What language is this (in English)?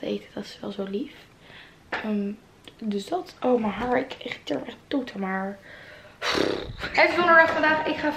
Dutch